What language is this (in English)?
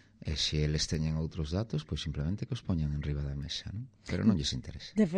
Galician